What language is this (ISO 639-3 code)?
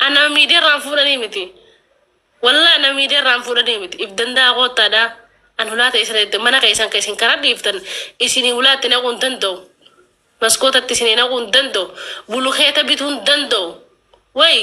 orm